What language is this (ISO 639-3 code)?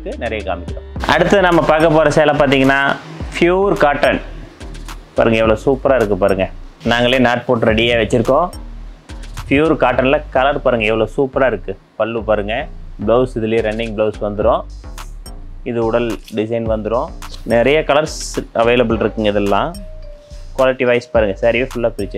tam